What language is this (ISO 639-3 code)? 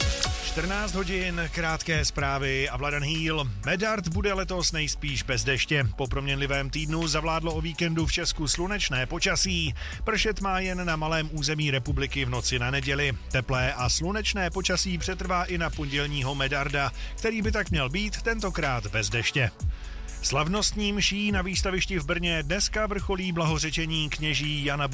ces